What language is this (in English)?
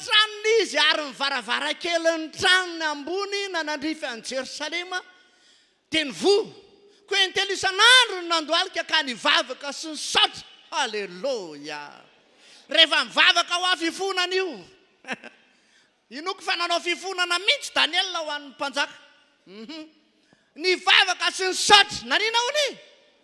Malagasy